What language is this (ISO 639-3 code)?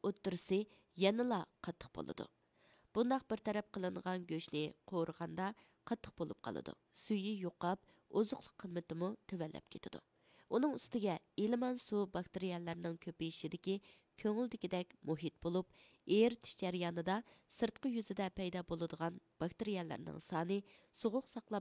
uig